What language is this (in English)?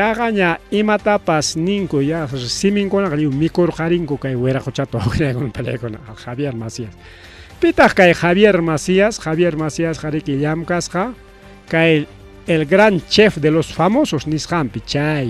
Ayacucho Quechua